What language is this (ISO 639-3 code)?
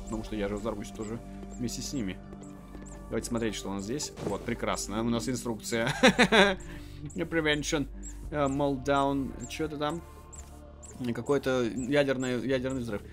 rus